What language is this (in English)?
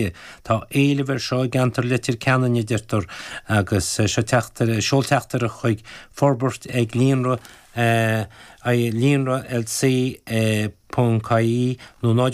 Irish